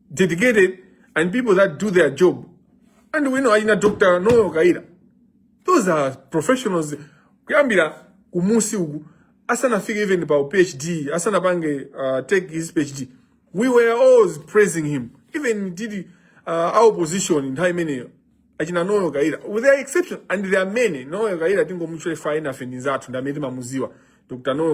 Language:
Nyanja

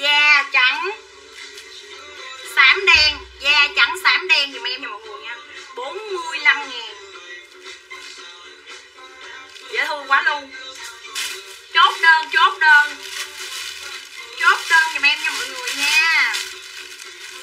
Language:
Vietnamese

